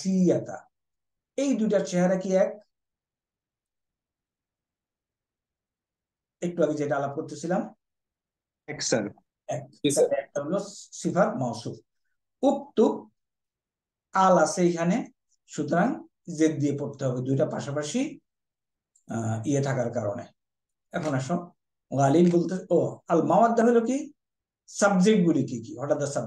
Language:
Bangla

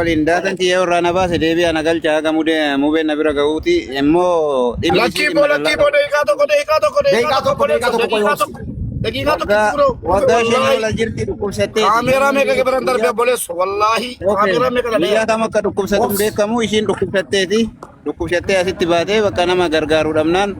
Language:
Oromo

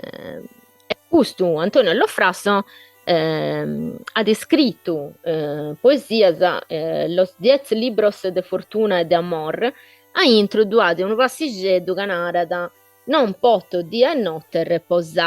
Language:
Sardinian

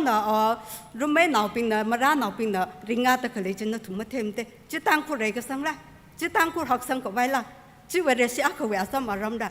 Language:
Tangkhul Naga (India)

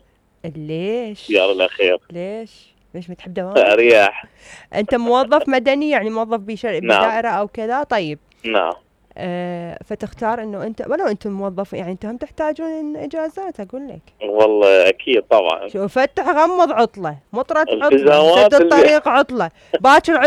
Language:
Mesopotamian Arabic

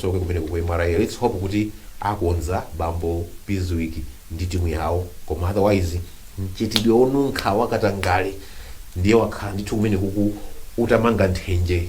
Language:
Nyanja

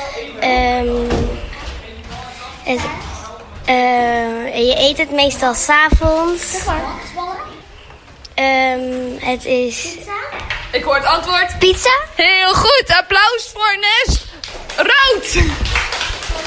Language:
Dutch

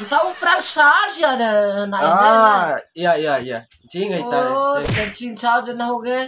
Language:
Bima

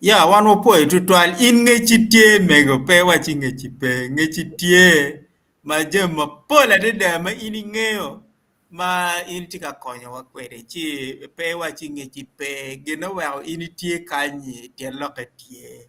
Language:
Acoli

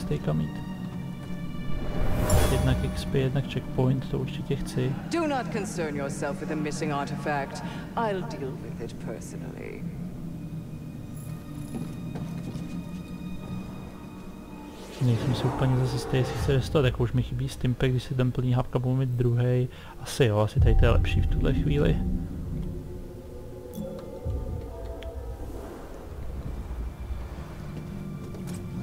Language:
Czech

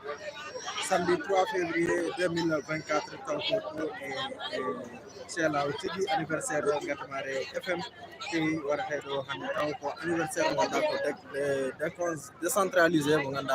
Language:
Fula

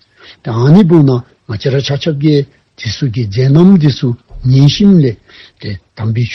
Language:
Dzongkha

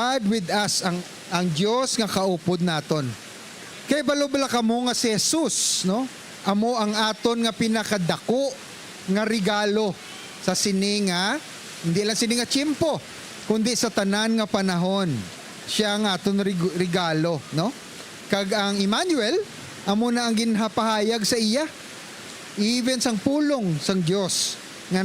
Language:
Hiligaynon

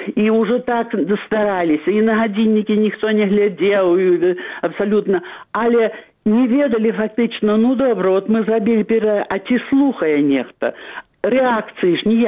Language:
Belarusian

